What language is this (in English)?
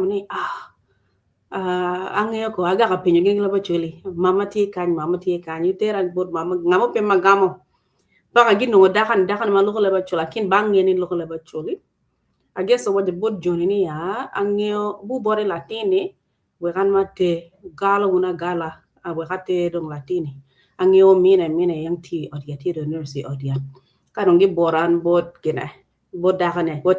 Acoli